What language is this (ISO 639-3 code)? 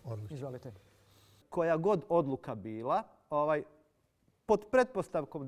hrv